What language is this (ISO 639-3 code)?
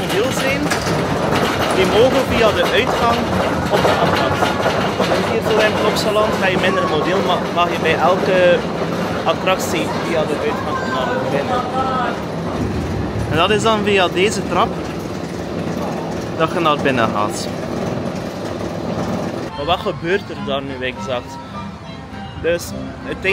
nld